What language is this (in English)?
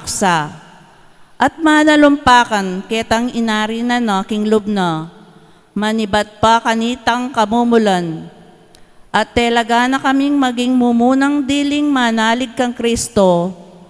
Pampanga